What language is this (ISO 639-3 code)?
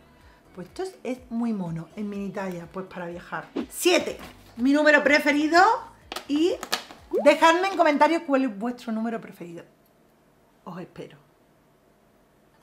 spa